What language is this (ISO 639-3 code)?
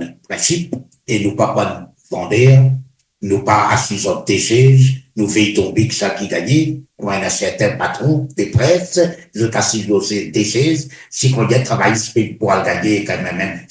mfe